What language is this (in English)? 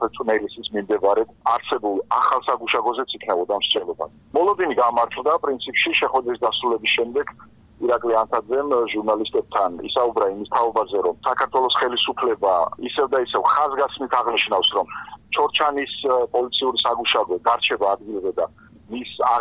Georgian